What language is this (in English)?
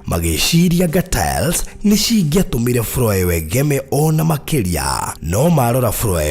Kikuyu